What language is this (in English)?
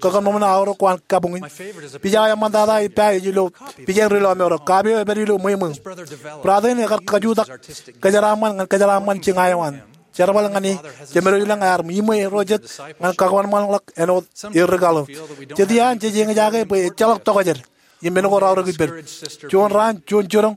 Marshallese